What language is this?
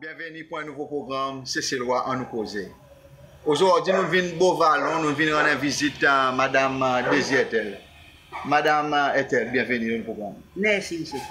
Seselwa Creole French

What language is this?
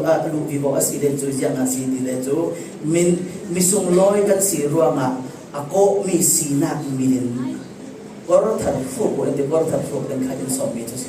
Falam Chin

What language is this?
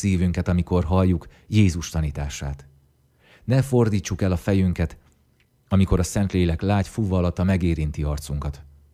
Hungarian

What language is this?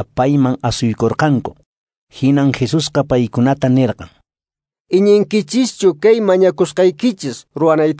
Quechua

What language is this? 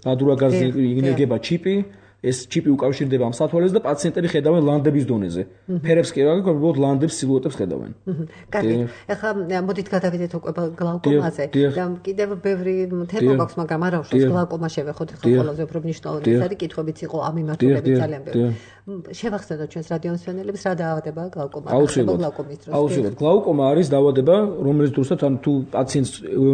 Georgian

